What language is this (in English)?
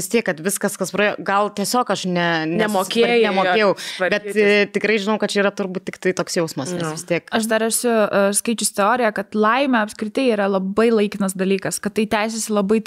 Lithuanian